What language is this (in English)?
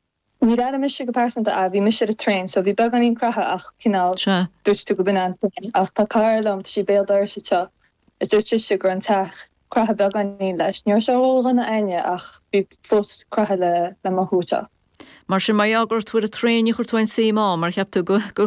Irish